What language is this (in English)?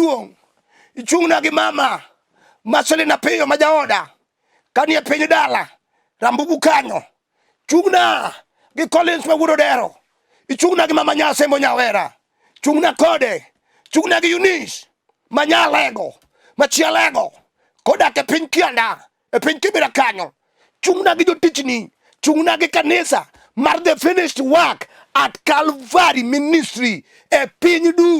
Luo (Kenya and Tanzania)